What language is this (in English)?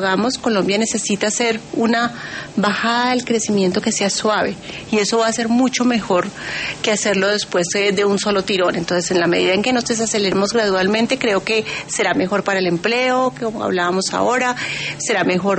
Spanish